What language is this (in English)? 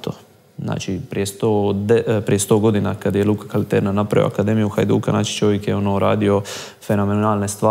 Croatian